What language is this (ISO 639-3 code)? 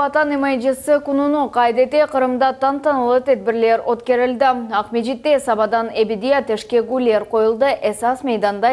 crh